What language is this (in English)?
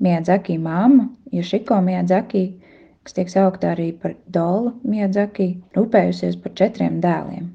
Latvian